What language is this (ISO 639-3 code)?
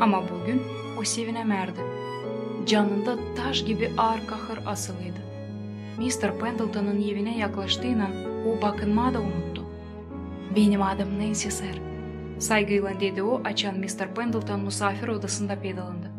gag